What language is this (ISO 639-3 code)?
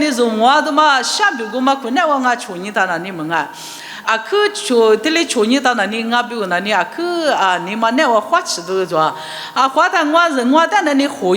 lis